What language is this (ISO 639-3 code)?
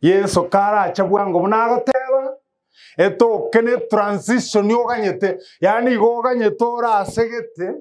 guz